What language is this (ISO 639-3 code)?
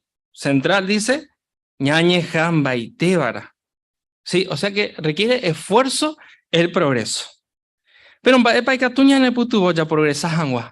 grn